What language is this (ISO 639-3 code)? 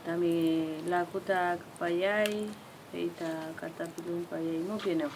arn